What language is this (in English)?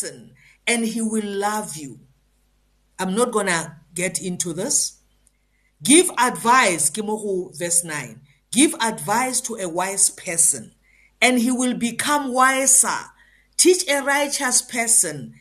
English